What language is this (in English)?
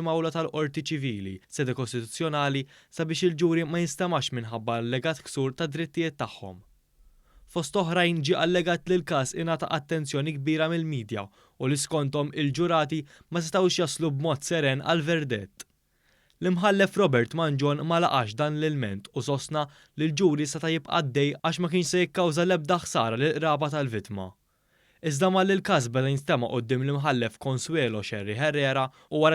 Maltese